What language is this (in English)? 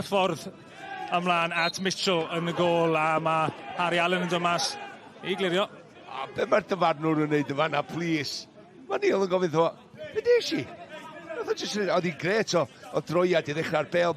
Welsh